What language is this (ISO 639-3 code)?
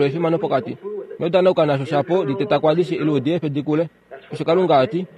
kua